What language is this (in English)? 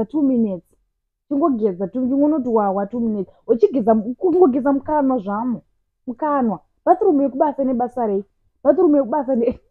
Shona